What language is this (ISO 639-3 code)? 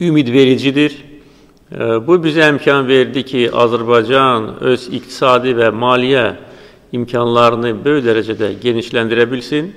aze